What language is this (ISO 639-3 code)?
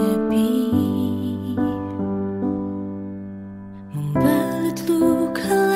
ind